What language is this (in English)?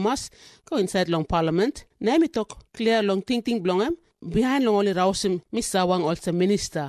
Tok Pisin